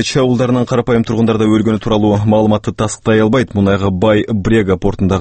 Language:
Kyrgyz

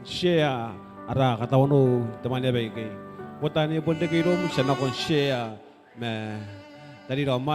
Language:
Gilbertese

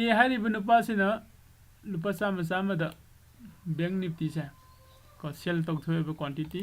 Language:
Manipuri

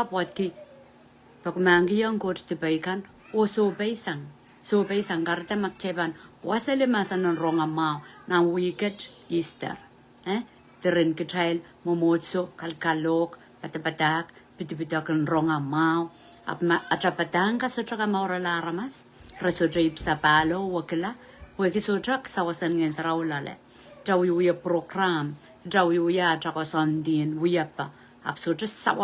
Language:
Pohnpeian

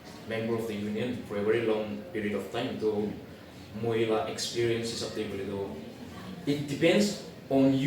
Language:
Naga Pidgin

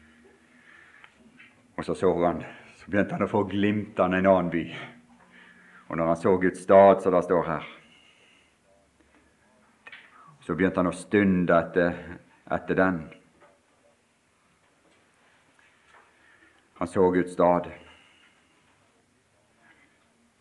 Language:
Norwegian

